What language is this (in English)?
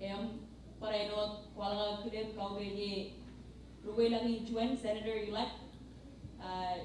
Marshallese